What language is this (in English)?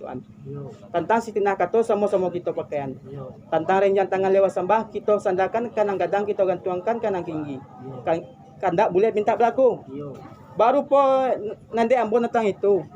Minangkabau